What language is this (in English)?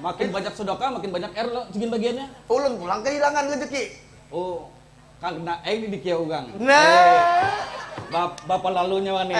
Banjar